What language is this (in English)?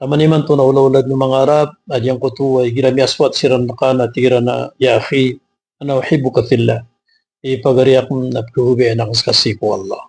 Maranao